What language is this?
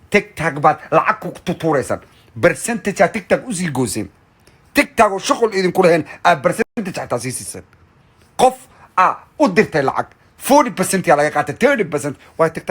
Somali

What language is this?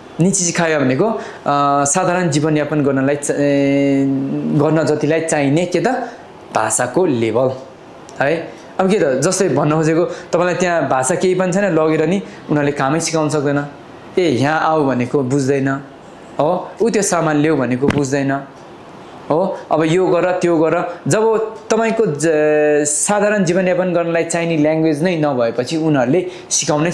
Nepali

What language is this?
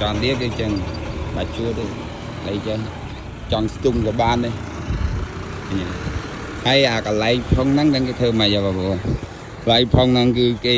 Khmer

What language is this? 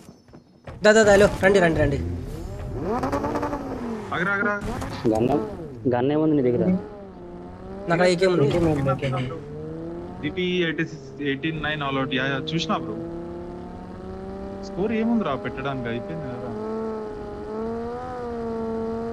Telugu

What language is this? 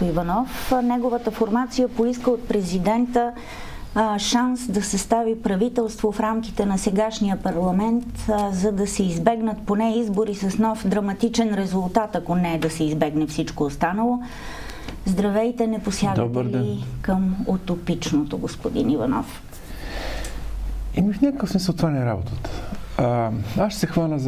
Bulgarian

